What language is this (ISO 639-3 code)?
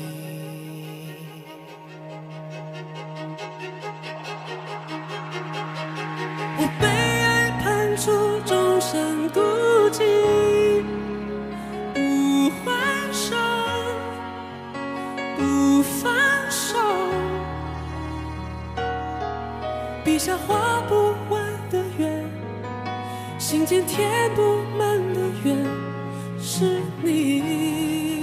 zho